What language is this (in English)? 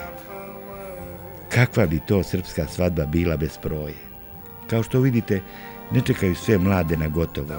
Serbian